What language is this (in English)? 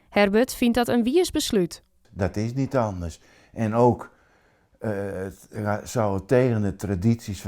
Western Frisian